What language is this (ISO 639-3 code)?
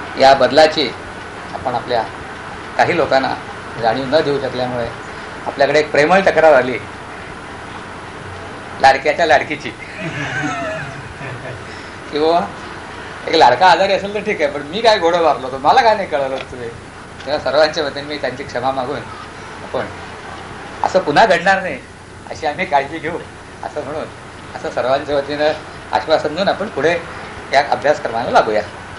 mar